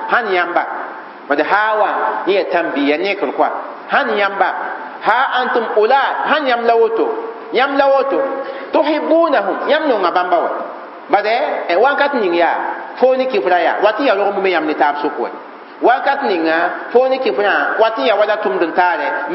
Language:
Mossi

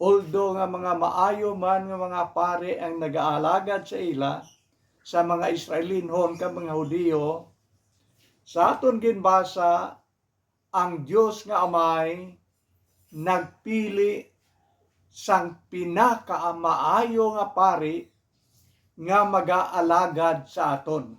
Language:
Hiligaynon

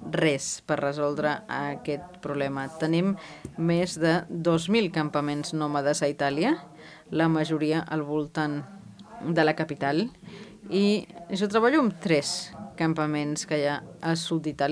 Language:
Catalan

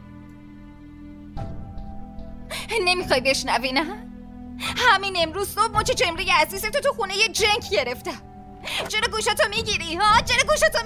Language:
Persian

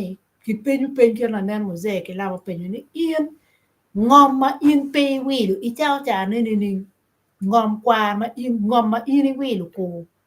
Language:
Acoli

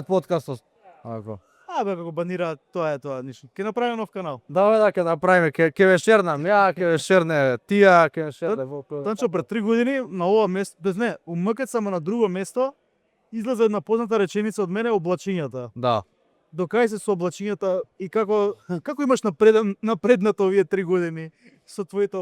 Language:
Macedonian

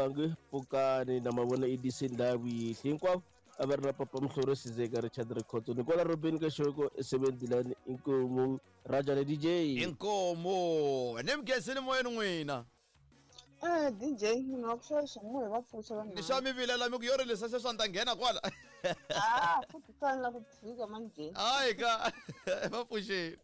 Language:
Tsonga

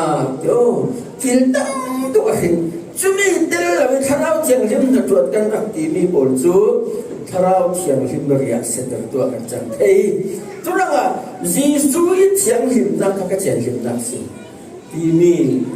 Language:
Falam Chin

